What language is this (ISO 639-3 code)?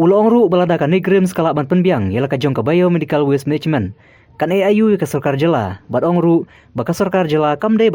kha